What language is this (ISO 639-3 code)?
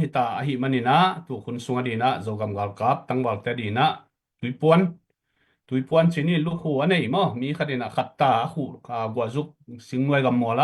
ctd